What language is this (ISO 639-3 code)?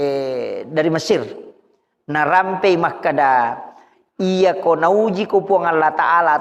bug